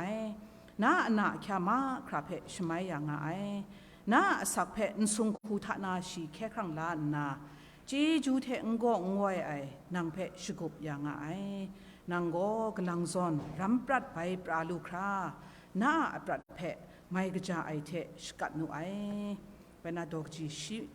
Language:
Kachin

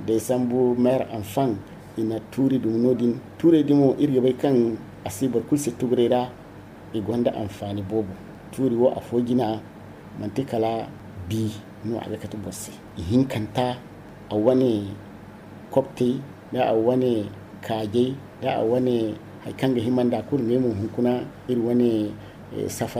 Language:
Zarma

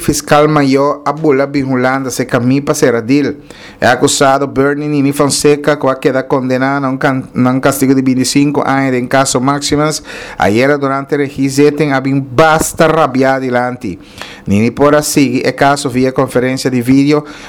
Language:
Papiamento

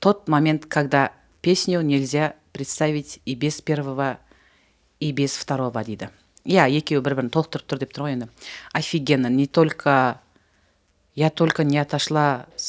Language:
Kazakh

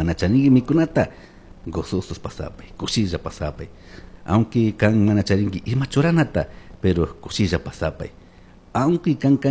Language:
Chimborazo Highland Quichua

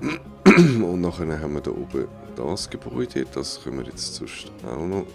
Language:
Swiss German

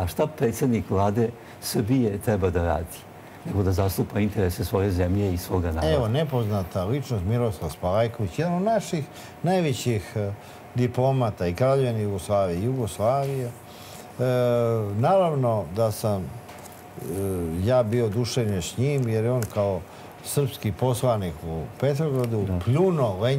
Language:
Serbian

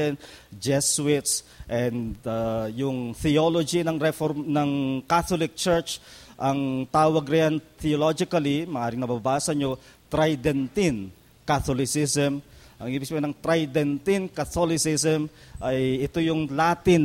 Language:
Filipino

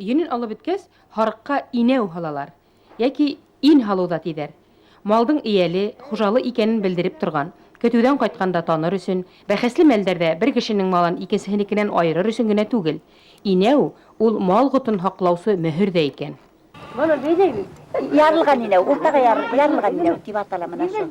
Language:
Bashkir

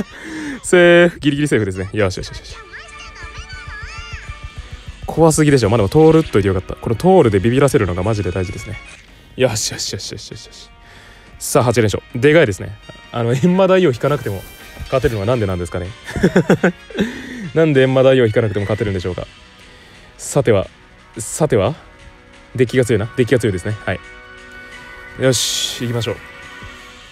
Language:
Japanese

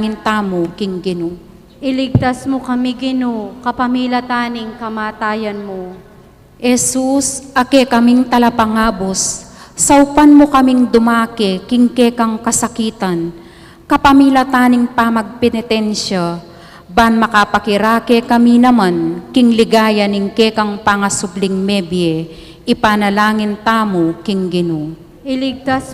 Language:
Pampanga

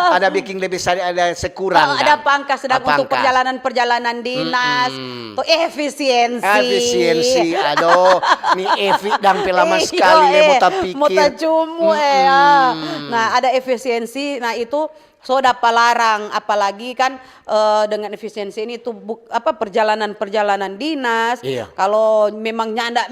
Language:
Manado Malay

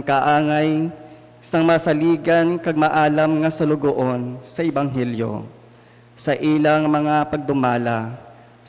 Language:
Hiligaynon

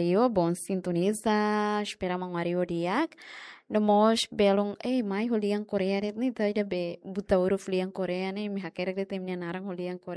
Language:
Tetum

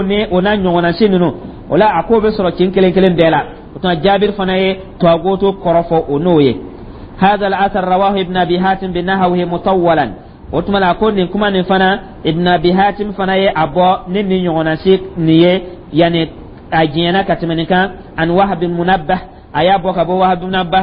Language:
Dyula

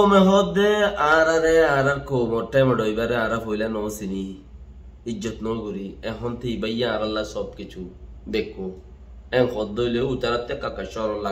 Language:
Rohingya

